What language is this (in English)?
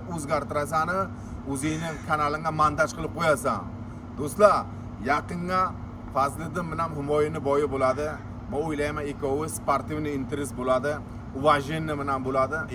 Uzbek